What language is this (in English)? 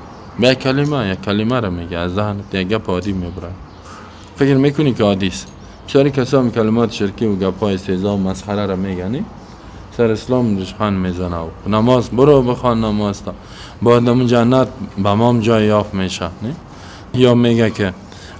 Persian